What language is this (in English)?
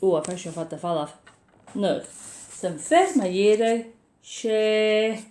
Scottish Gaelic